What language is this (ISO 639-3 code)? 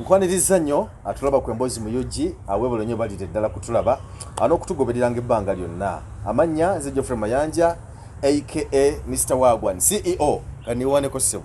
lug